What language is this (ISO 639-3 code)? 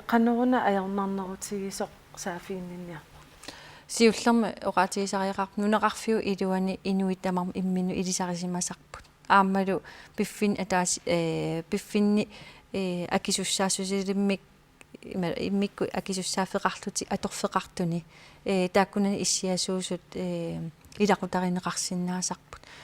kal